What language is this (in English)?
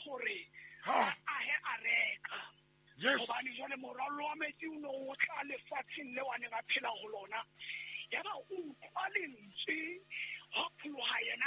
Southern Sotho